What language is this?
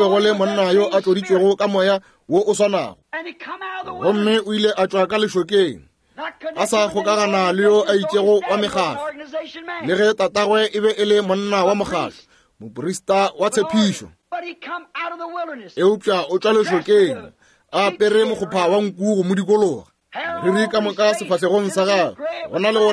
Northern Sotho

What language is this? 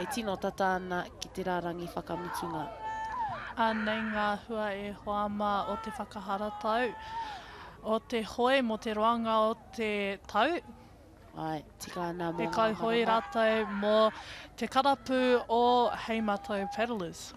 Māori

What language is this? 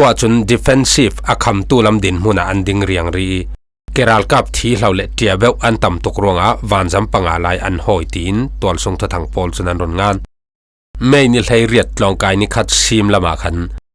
Falam Chin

